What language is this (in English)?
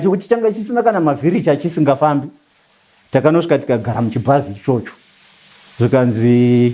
Shona